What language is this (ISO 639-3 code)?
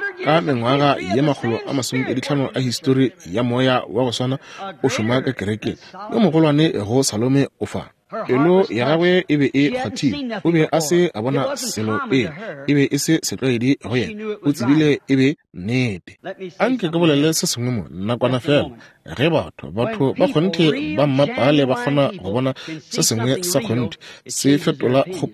nso